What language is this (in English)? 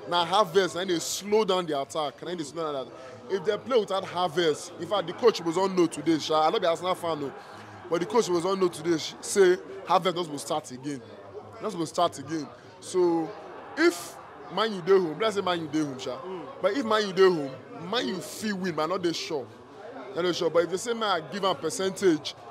Nigerian Pidgin